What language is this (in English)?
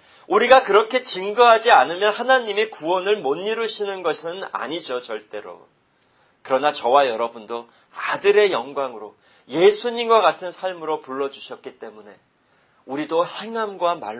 Korean